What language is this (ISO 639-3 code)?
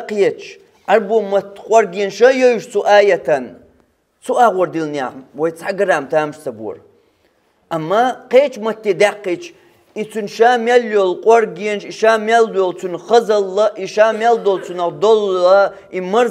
che